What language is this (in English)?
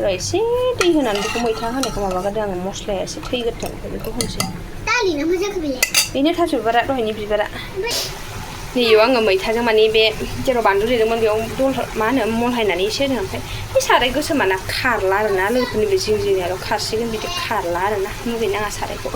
Bodo